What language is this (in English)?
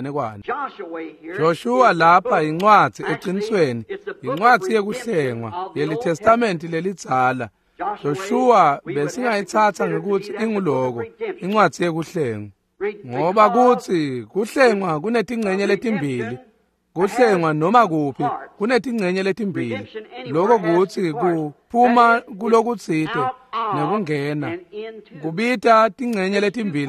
Swati